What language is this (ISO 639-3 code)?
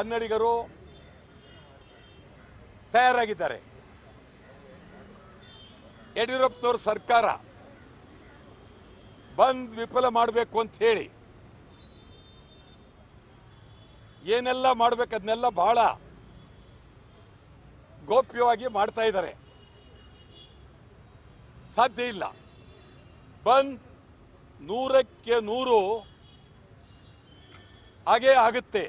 kan